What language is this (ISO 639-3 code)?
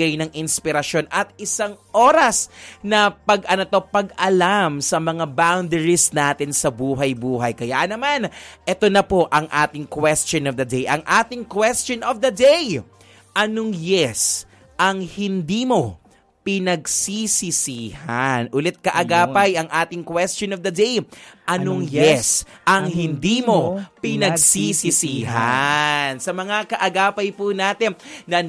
fil